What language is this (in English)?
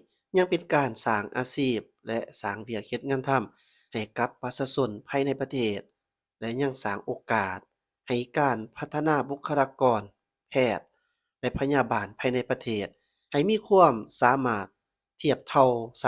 Lao